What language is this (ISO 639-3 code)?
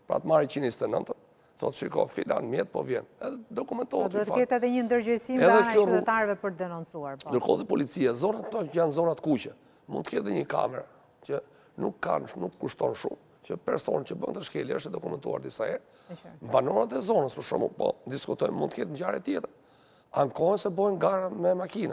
sqi